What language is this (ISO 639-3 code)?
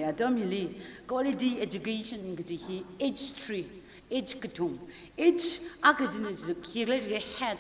nmf